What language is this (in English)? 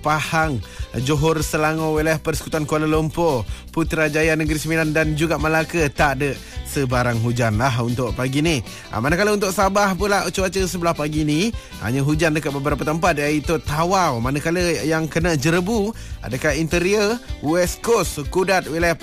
Malay